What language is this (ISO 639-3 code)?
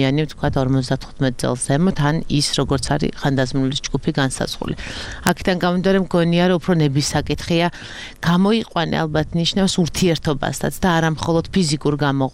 kat